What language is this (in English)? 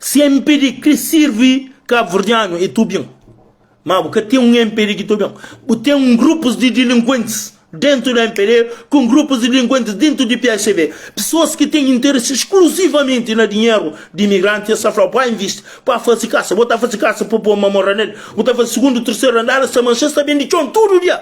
Kabuverdianu